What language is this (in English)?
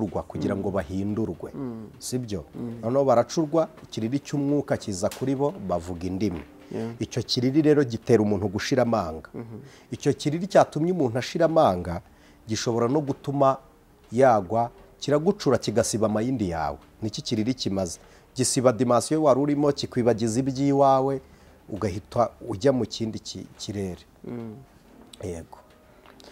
Kinyarwanda